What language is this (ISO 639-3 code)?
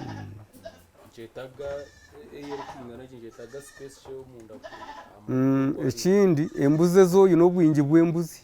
nyn